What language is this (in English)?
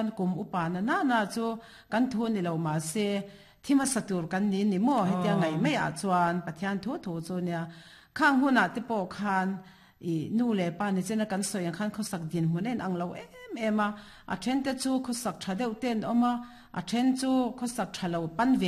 Mizo